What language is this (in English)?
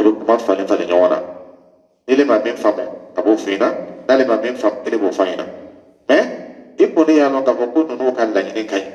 Dyula